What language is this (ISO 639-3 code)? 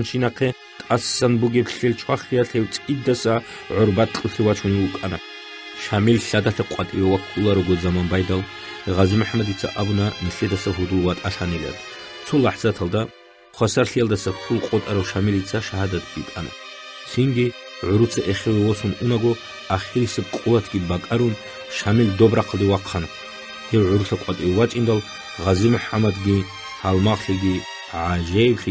ava